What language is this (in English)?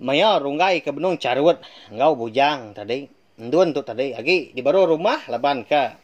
Iban